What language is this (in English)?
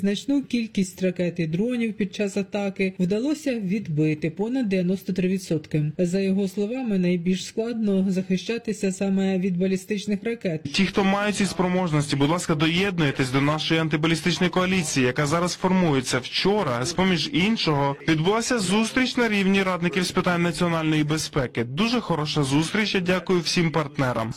Ukrainian